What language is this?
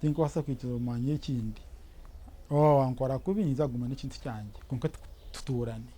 Nyankole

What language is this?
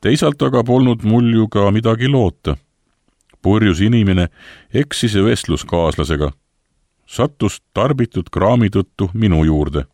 Estonian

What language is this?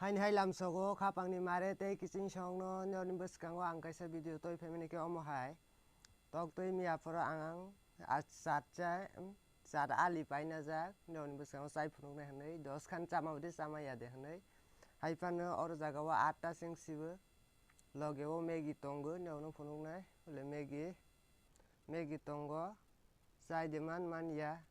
Kok Borok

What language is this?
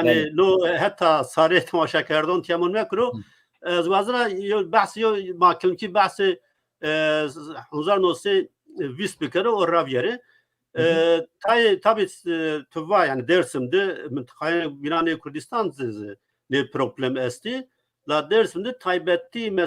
Zaza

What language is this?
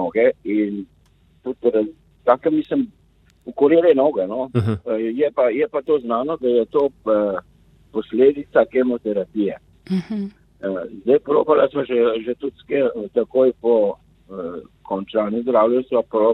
Slovenian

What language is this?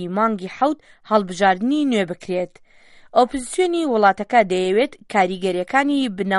Central Kurdish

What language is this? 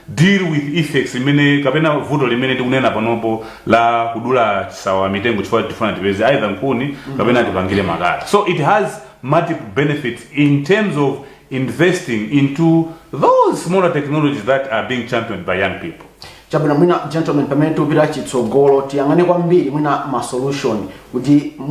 Nyanja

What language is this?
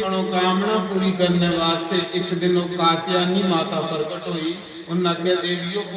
Dogri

